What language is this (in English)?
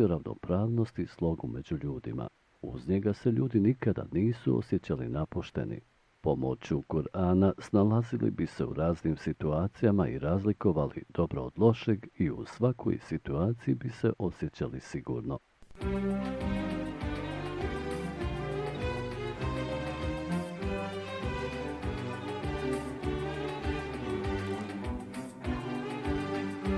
Bosnian